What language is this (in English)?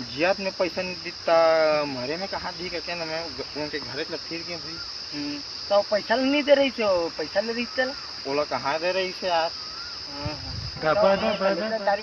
Chhattisgarhi